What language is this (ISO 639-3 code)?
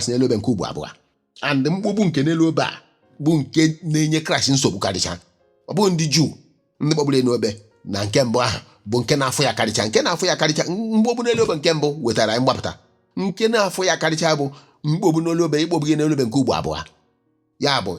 ibo